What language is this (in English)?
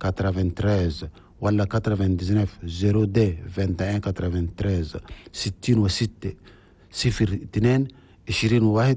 Chadian Arabic